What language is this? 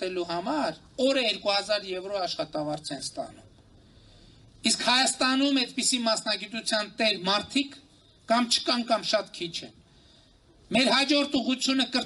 Armenian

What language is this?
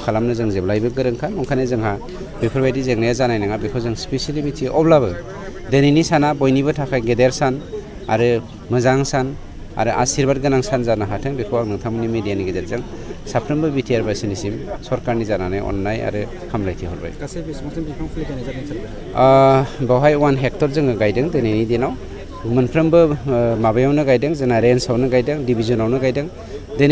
Bodo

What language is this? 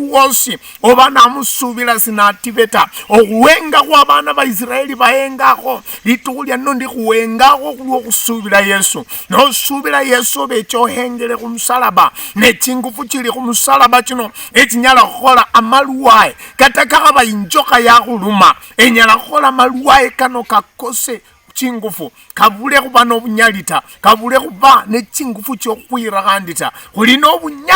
Luyia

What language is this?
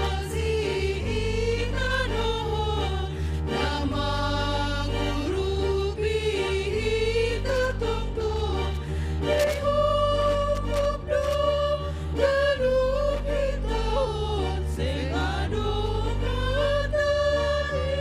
Batak Simalungun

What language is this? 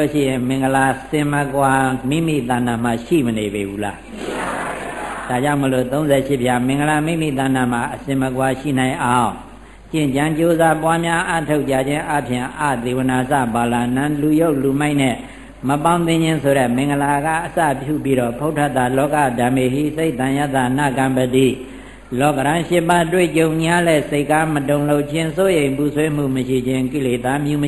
Burmese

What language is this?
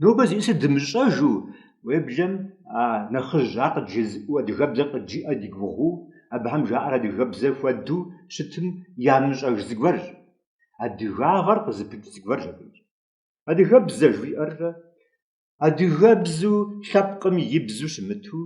Kabardian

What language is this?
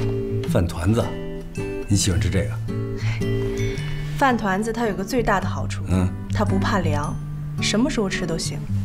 Chinese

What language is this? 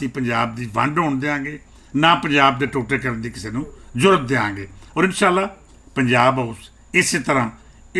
Western Panjabi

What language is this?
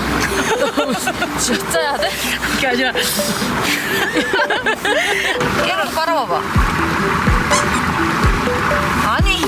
Korean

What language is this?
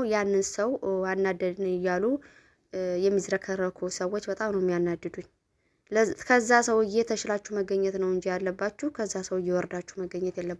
Amharic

